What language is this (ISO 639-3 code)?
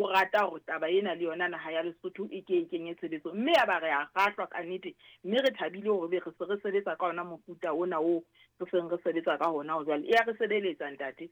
sot